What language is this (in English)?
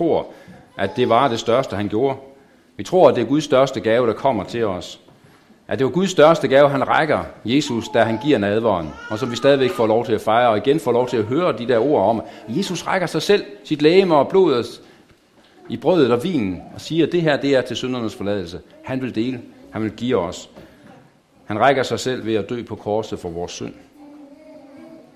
Danish